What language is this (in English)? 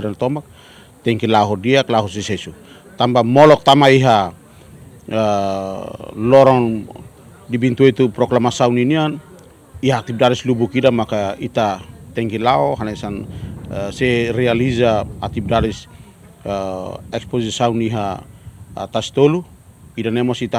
Tetum